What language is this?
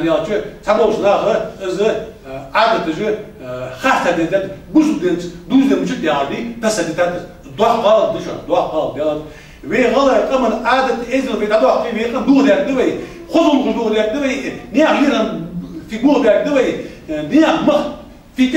Ingush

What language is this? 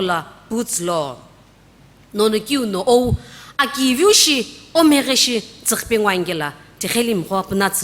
Sumi Naga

